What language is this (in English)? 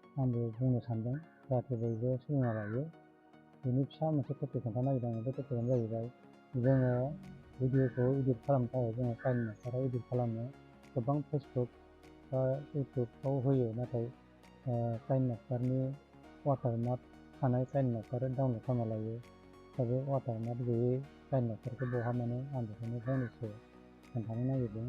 Bodo